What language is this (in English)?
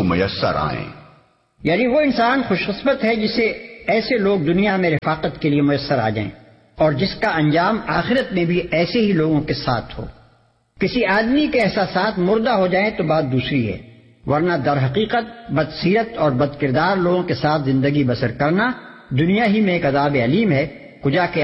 Urdu